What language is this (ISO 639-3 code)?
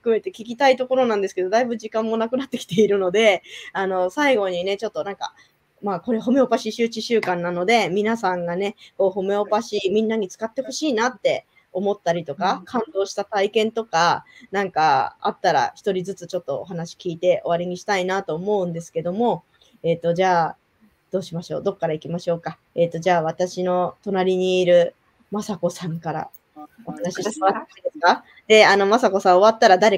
jpn